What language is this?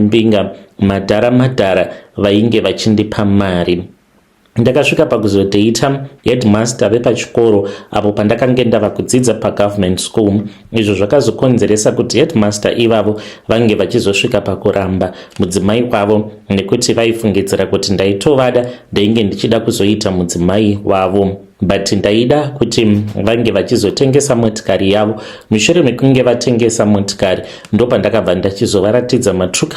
Shona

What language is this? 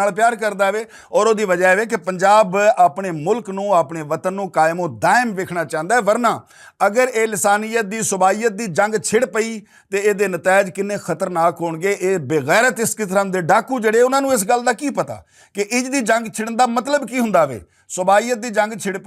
Western Panjabi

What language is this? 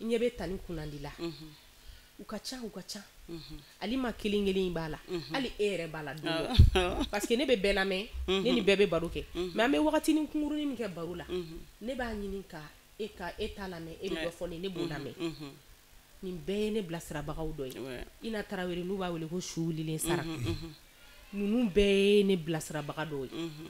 Bambara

